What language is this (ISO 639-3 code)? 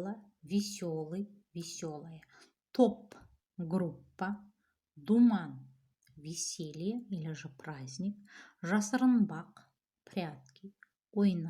kaz